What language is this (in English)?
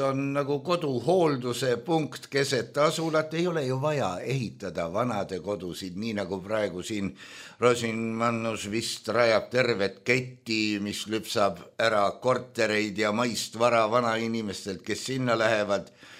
Estonian